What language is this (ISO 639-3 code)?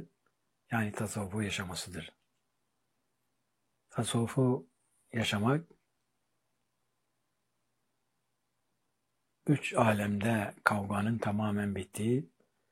tur